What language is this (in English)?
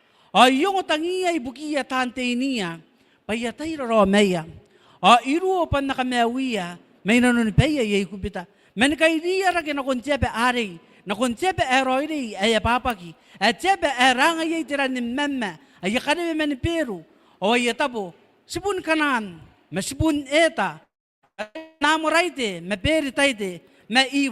Gilbertese